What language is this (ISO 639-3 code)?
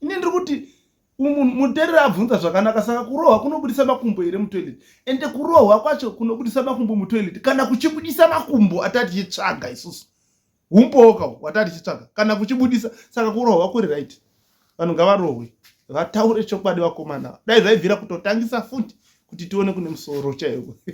sna